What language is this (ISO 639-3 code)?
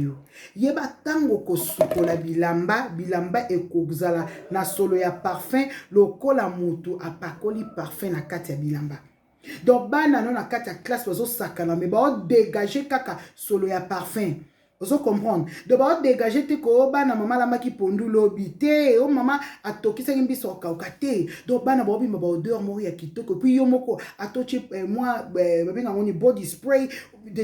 lin